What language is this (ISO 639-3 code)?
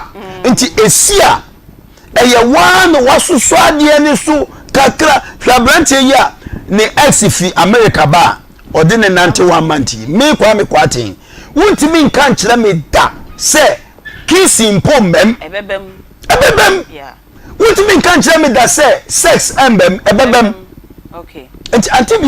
aka